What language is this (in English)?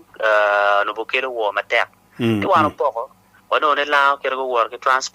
Acoli